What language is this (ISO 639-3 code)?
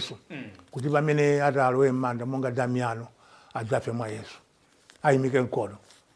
nya